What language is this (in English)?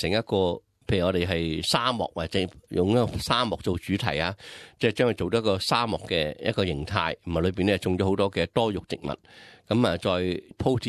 Cantonese